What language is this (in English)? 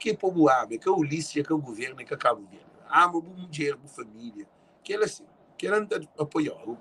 Kabuverdianu